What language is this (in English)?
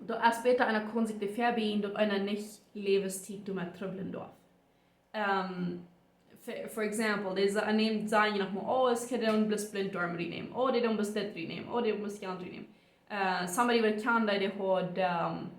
Plautdietsch